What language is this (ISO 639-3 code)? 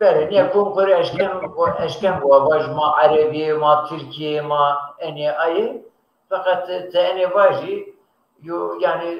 zza